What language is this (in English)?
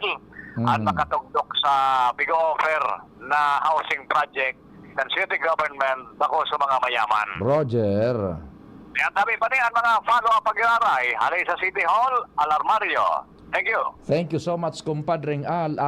Bikol